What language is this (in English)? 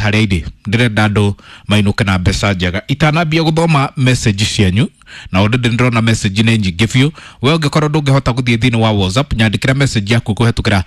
Kikuyu